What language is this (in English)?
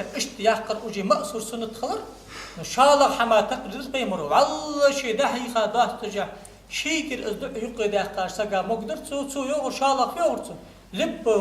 Ingush